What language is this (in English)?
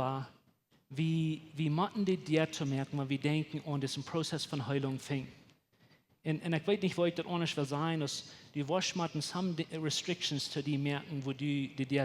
Plautdietsch